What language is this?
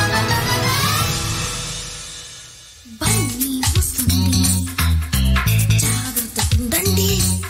Telugu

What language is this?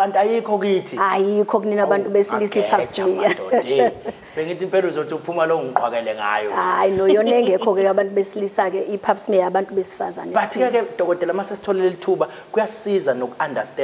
Zulu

